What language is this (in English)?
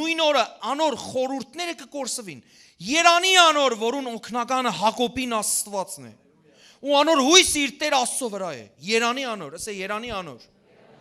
Western Armenian